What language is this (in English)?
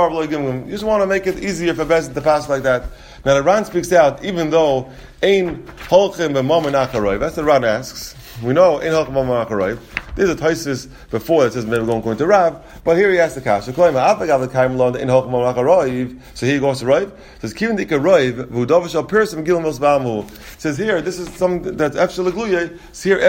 English